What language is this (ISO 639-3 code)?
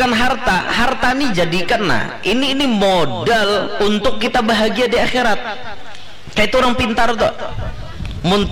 bjn